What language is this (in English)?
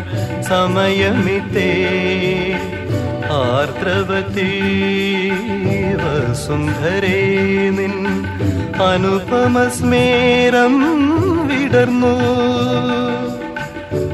Malayalam